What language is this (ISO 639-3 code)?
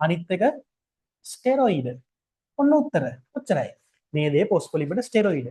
sin